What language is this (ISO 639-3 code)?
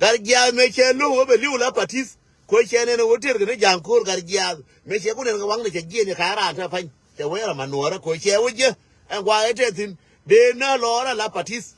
nus